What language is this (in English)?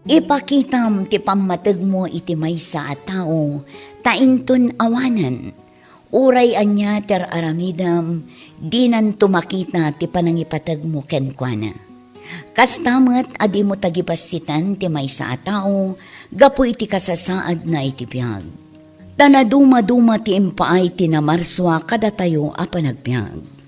Iloko